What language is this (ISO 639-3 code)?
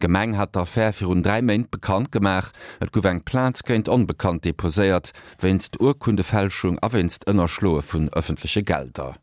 ltz